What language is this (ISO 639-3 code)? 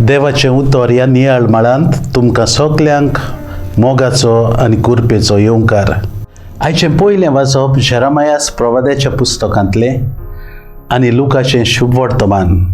kok